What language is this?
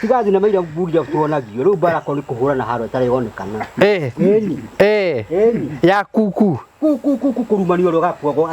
Kikuyu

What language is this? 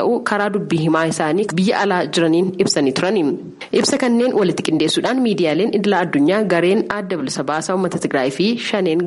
Oromo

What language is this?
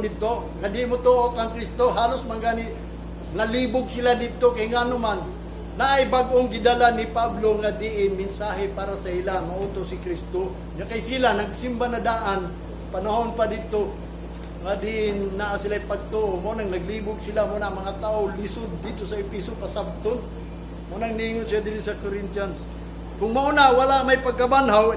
Cebuano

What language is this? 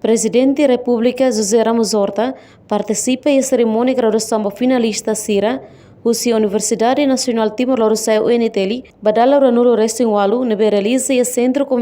Tetum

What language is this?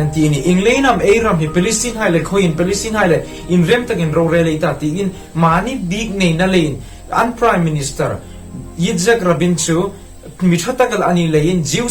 Hmar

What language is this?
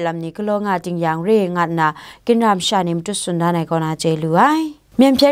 Kachin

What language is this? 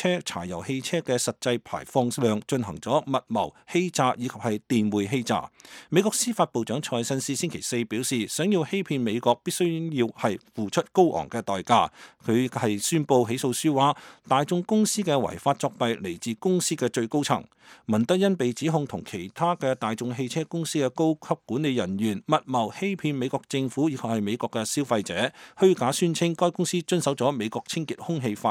Cantonese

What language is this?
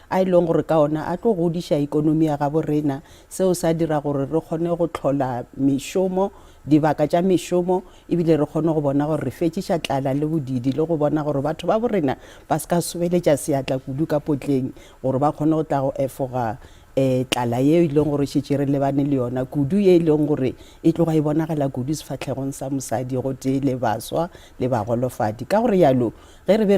Northern Sotho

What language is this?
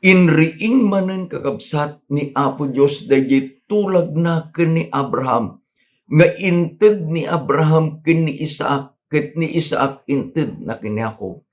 Iloko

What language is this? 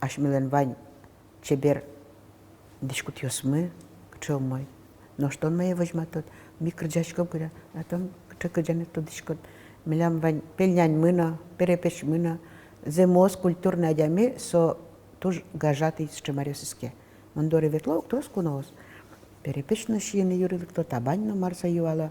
Udmurt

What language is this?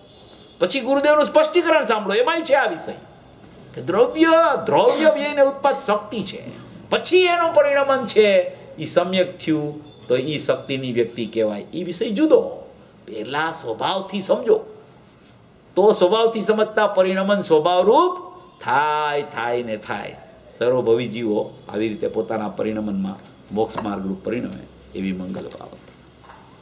Gujarati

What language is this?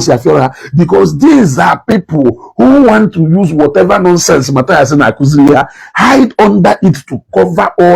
Igbo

